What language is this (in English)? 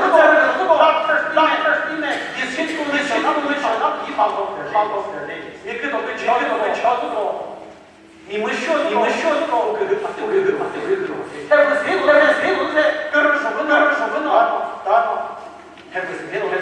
Chokri Naga